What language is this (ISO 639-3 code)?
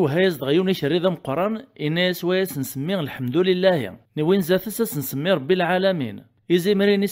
kab